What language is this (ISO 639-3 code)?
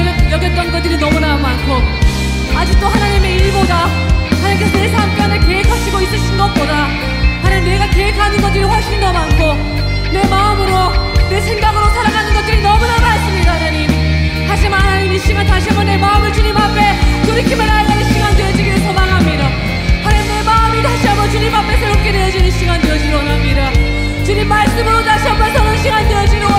kor